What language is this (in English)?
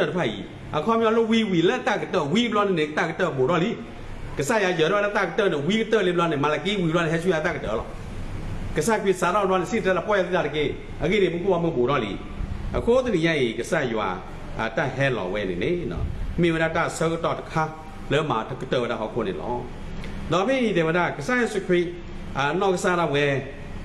S'gaw Karen